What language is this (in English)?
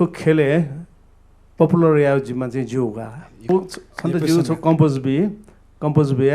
Newari